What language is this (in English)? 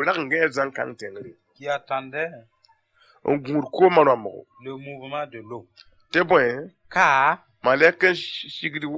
Mossi